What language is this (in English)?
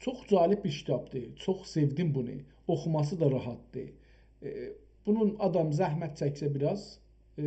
South Azerbaijani